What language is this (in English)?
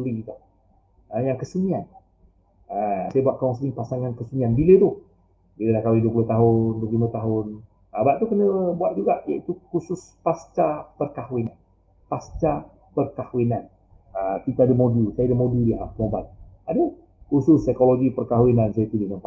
Malay